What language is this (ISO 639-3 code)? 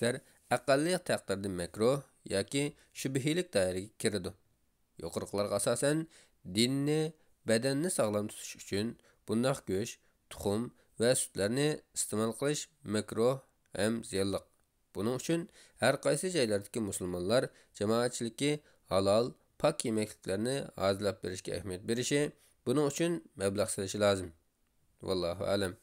uig